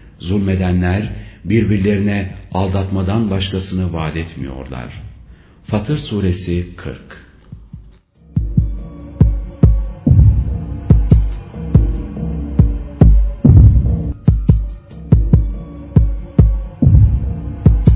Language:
Turkish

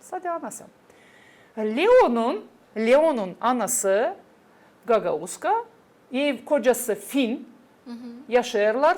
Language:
Gagauz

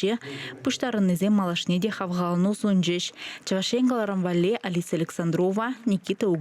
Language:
Chuvash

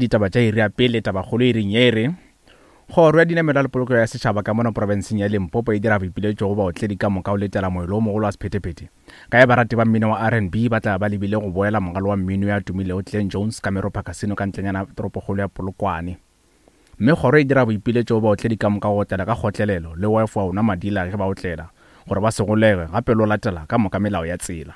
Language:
Northern Sotho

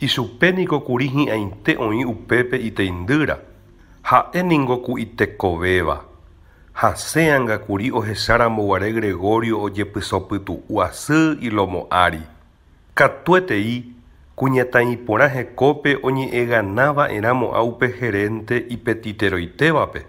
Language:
Guarani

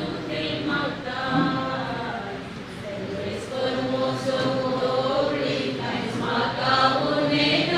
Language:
Konkani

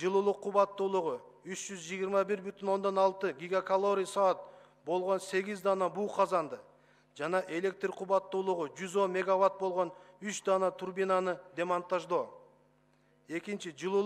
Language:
Kyrgyz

